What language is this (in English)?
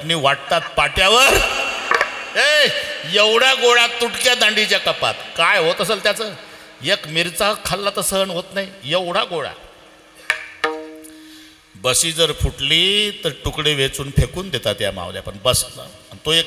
Marathi